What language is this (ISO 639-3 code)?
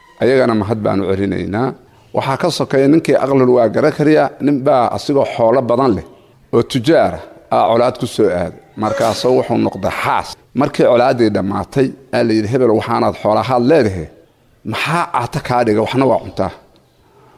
som